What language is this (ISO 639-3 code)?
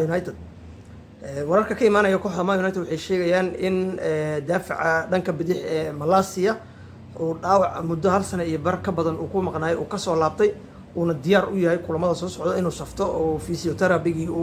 som